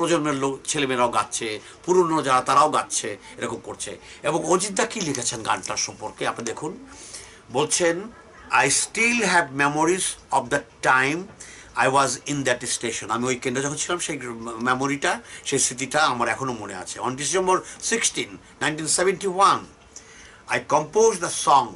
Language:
Bangla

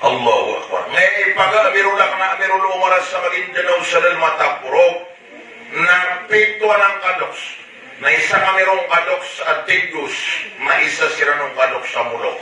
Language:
Maranao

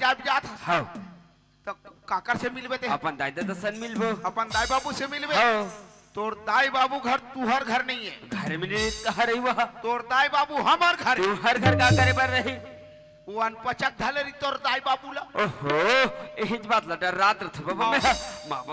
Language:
Chhattisgarhi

